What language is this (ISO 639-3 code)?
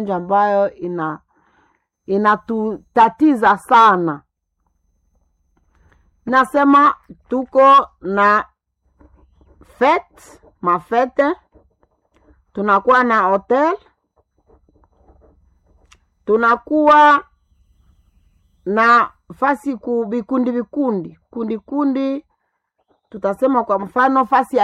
swa